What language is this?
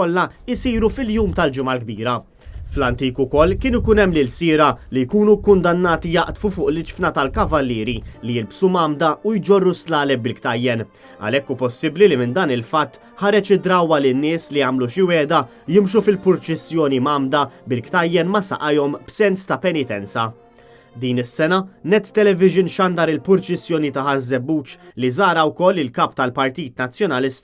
Maltese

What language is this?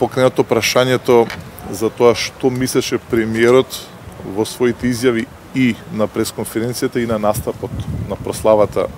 Macedonian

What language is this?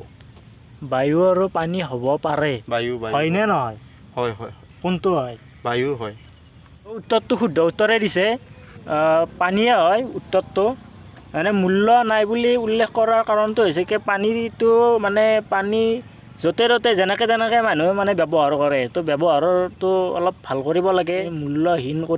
Assamese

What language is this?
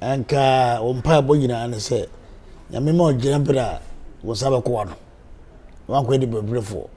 Akan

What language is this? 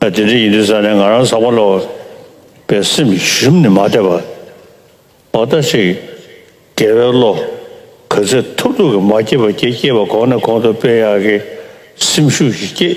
Tibetan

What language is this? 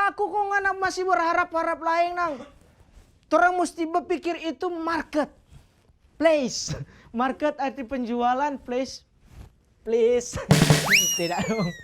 Manado Malay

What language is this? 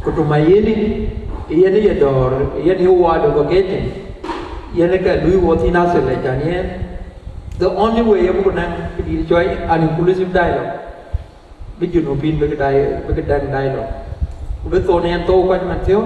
Dinka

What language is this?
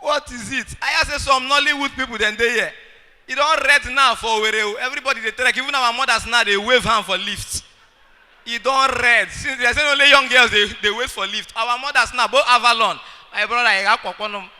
Nigerian Pidgin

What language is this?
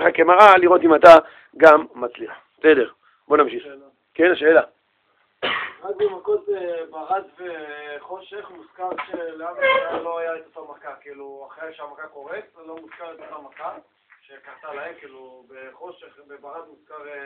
Hebrew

